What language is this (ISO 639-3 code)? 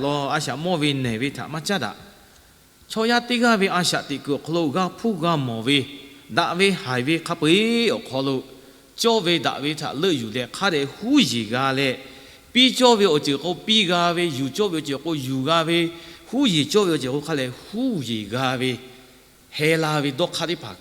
lhu